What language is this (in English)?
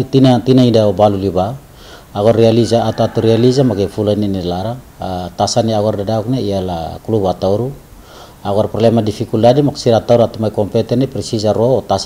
Tetum